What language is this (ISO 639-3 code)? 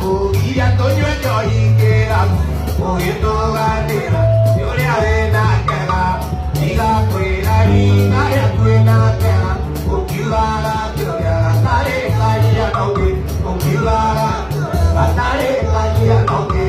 kik